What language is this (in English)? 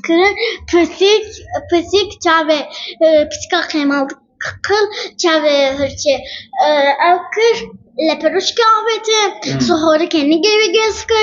Kurdish